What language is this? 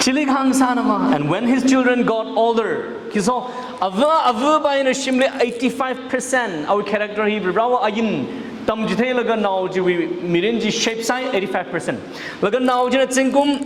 Tangkhul Naga (India)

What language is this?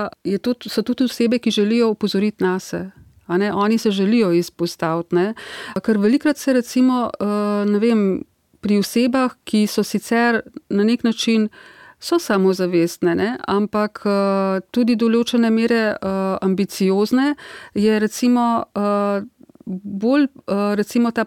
Slovenian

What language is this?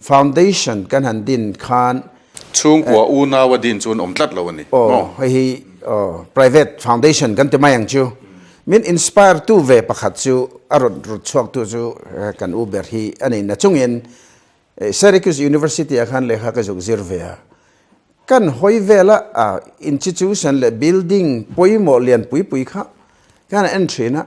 Mizo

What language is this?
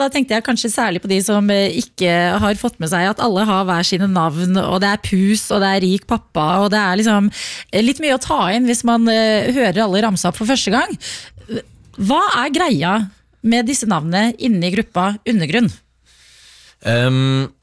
Norwegian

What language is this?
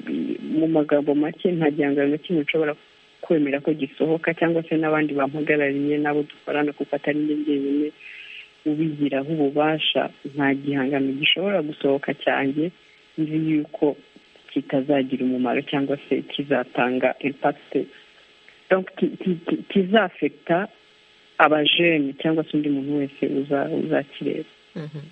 Kinyarwanda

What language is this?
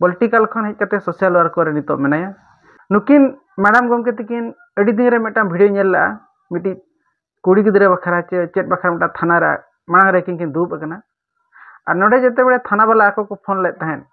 Santali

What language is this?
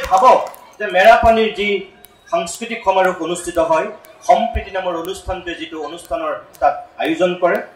Assamese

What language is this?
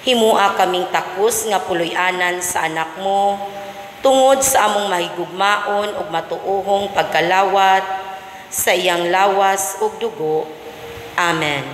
Cebuano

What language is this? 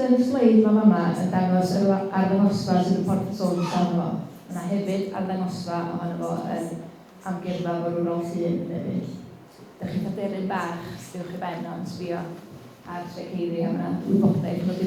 Welsh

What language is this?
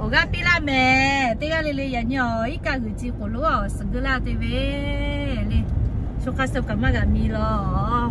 Lahu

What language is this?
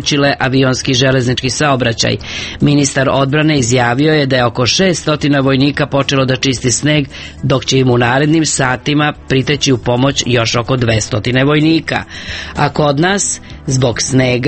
Serbian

